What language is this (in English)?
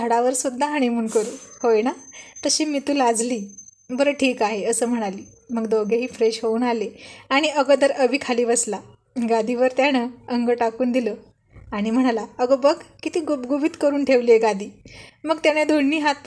Marathi